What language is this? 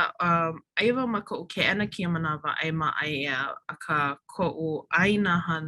Hawaiian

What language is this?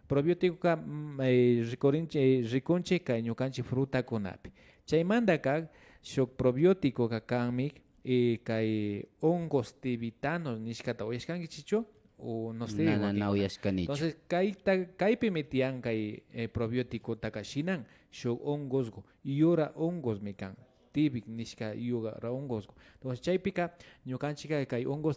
Imbabura Highland Quichua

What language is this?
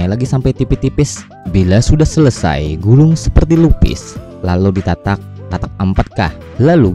Banjar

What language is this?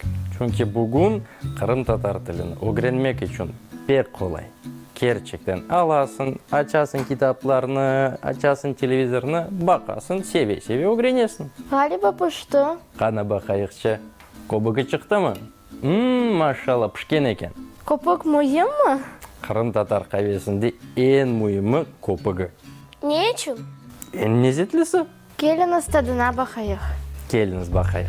Crimean Tatar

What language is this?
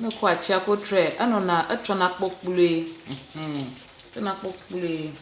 Ewe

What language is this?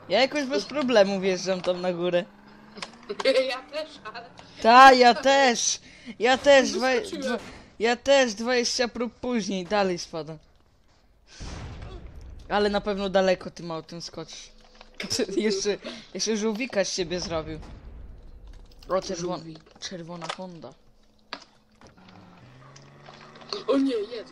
Polish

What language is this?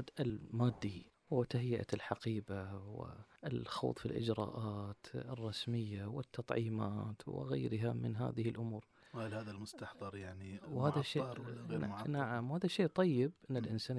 Gulf Arabic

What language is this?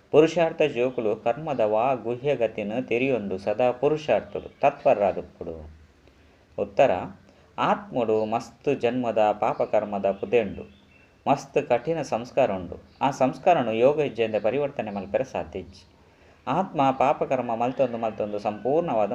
Tulu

